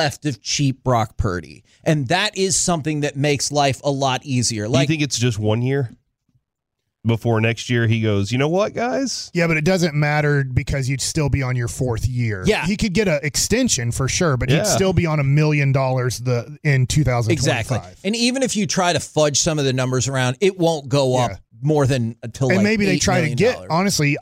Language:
English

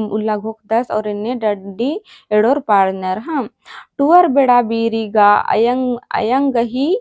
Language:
Kurukh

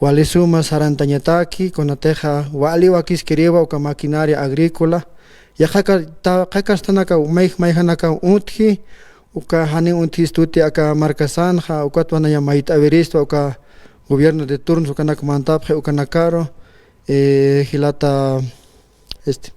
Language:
Aymara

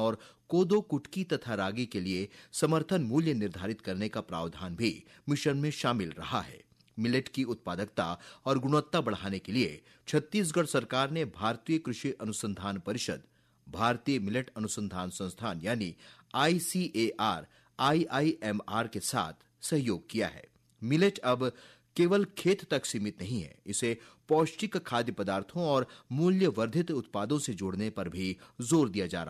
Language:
Hindi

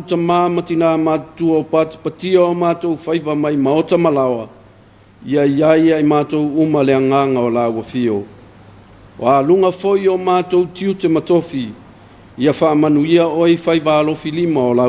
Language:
Samoan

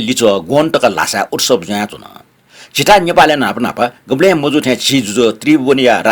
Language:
Newari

